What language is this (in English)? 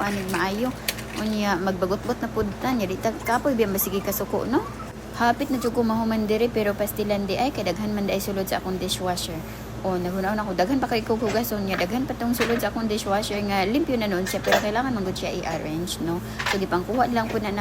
Cebuano